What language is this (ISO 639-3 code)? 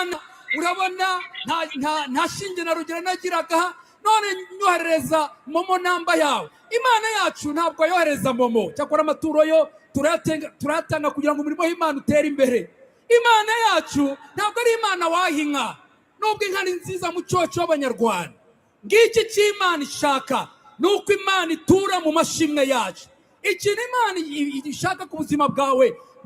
kin